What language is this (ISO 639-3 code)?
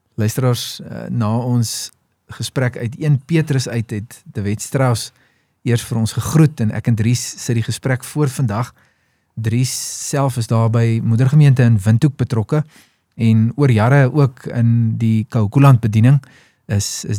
afr